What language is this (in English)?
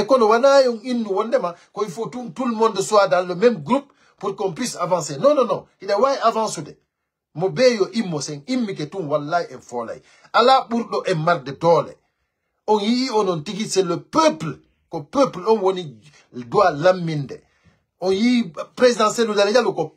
Pular